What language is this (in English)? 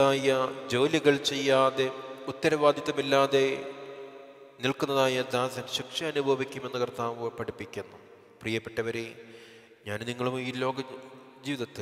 Malayalam